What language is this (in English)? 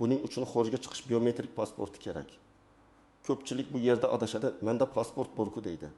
Uzbek